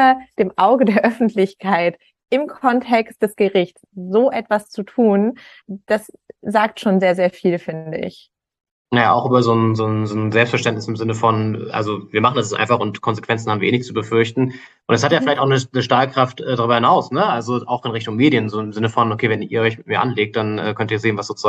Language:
German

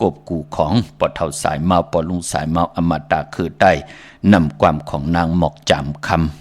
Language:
Shan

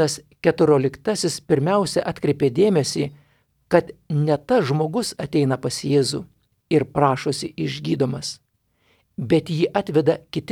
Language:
Lithuanian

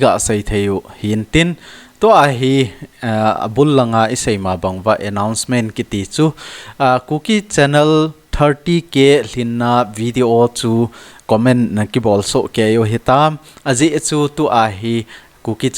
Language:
Thado Chin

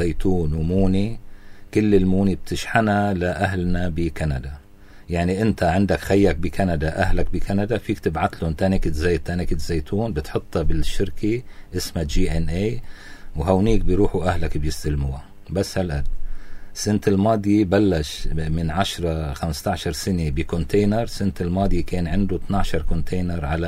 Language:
North Levantine Arabic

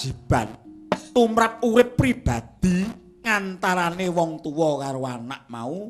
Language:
Javanese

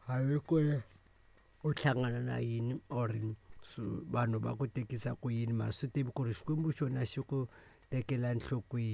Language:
Tsonga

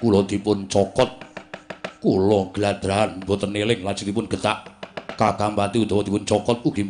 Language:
Javanese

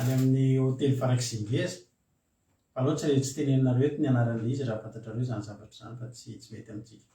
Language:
Malagasy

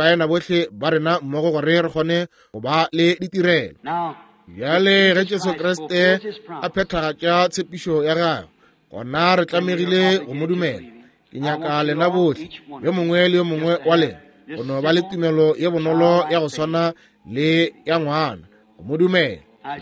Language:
Northern Sotho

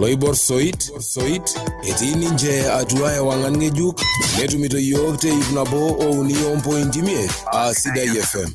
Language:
Masai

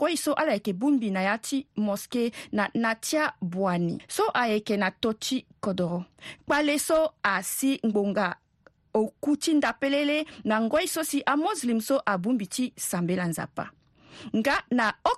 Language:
Sango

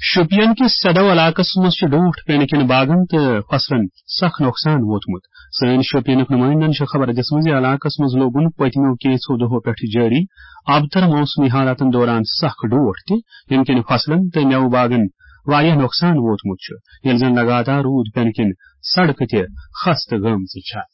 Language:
Kashmiri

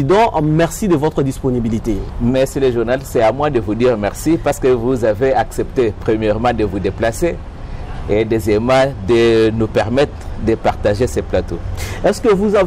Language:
French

